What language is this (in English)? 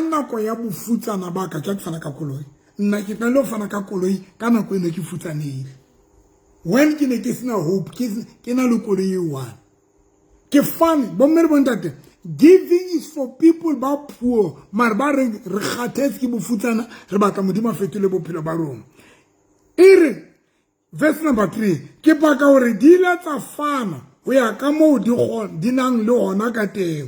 Southern Sotho